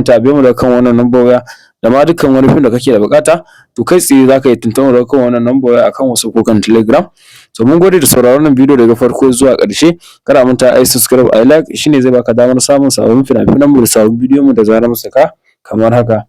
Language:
Hausa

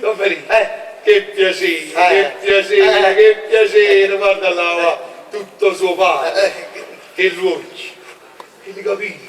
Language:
Neapolitan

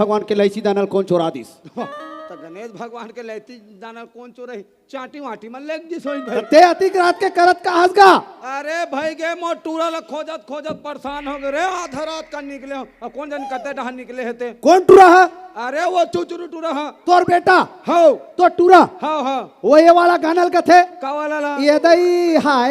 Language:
Chhattisgarhi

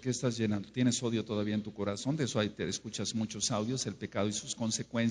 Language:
Spanish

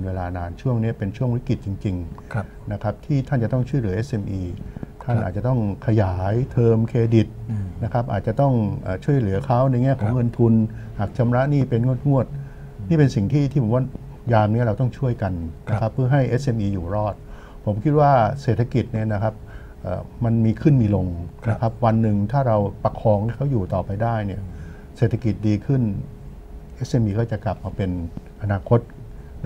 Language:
Thai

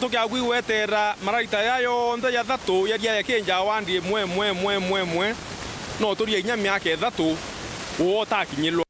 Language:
Meru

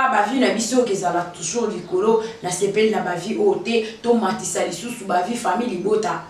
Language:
Lingala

